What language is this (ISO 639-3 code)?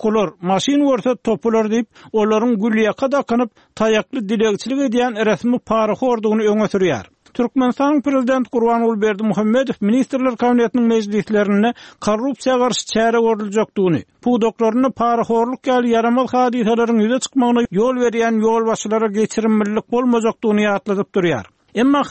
tuk